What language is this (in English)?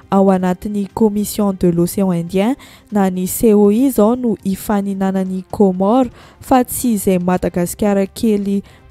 Malagasy